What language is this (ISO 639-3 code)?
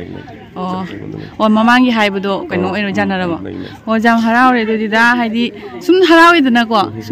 mni